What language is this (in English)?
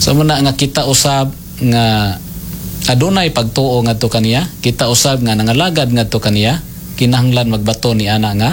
Cebuano